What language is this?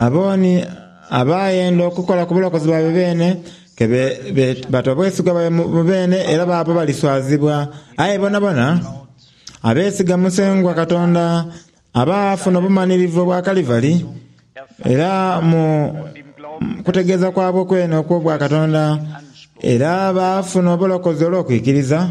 Soga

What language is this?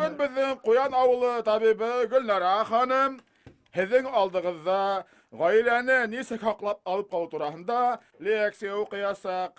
Bashkir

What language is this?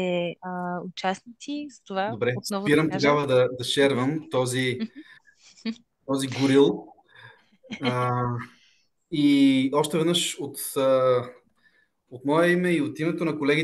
Bulgarian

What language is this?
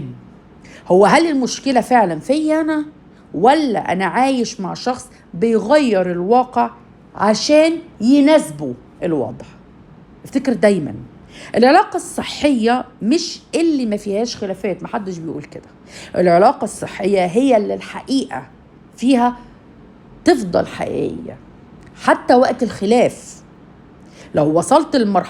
Egyptian Arabic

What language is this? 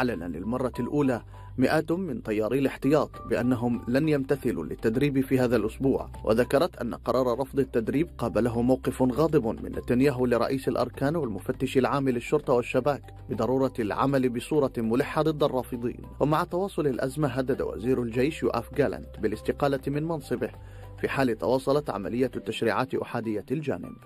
Arabic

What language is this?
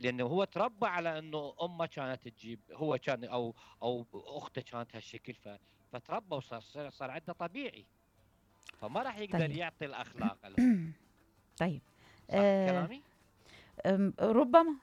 Mesopotamian Arabic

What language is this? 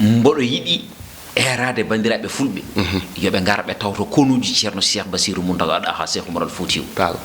Fula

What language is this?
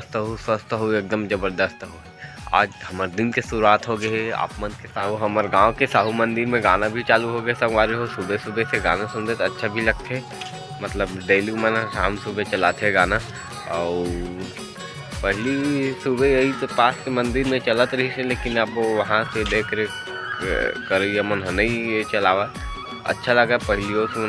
Chhattisgarhi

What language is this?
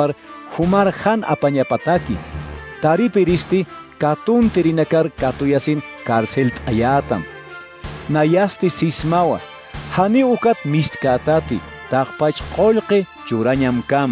Aymara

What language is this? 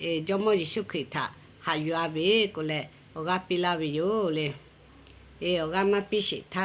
Lahu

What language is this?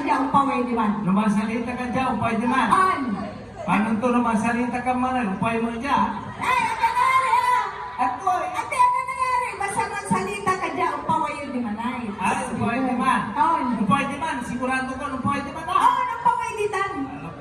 Pangasinan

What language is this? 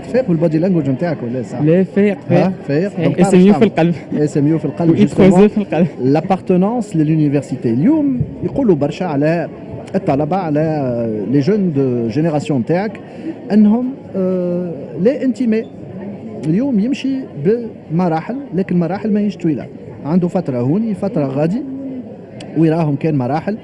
Tunisian Arabic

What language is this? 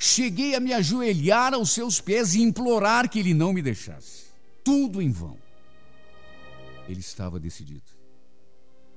Portuguese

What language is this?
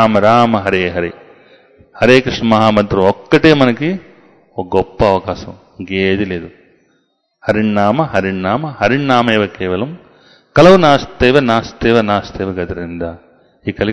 Telugu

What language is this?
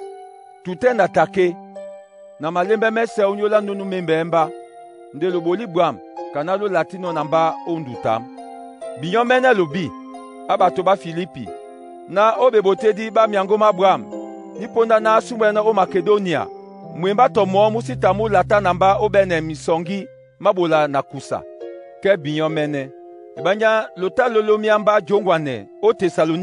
Duala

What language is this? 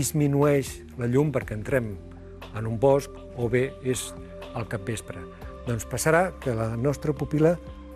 Catalan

